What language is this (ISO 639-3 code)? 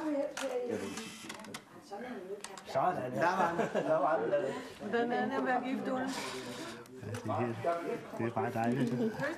dan